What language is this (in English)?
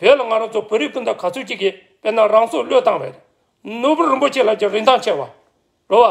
Tibetan